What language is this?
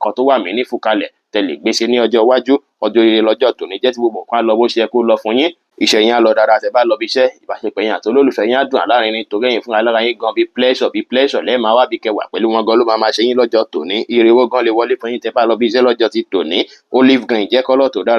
Yoruba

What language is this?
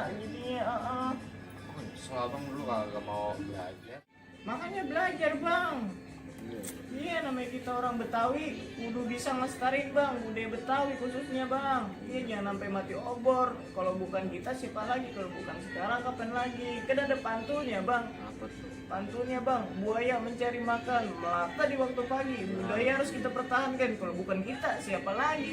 Betawi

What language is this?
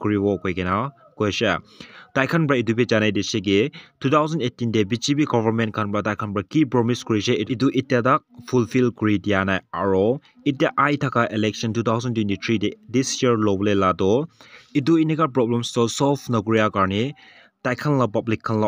Naga Pidgin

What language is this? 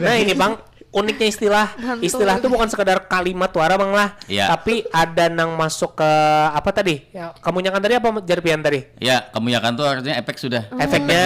Banjar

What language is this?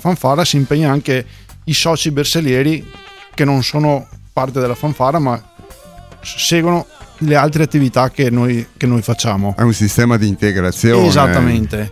Italian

